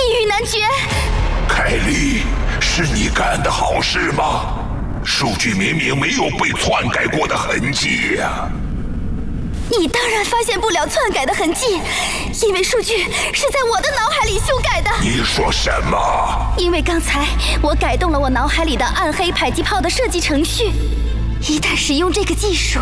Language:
Chinese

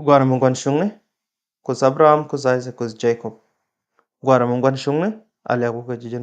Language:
Nuer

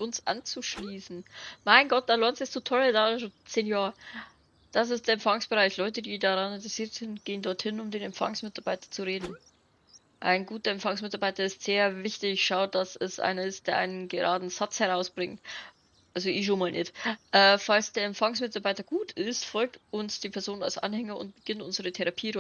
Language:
Bavarian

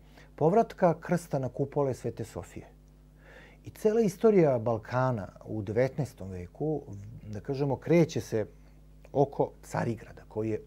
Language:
Serbian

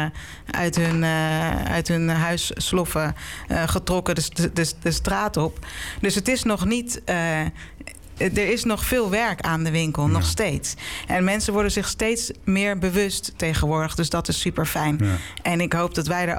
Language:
Dutch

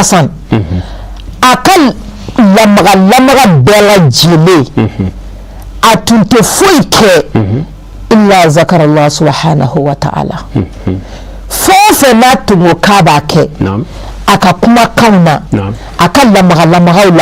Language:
Bambara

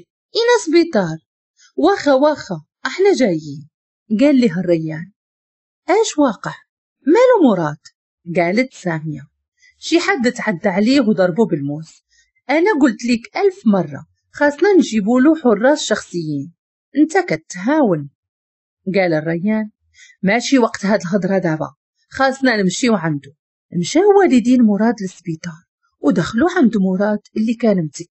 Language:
Moroccan Arabic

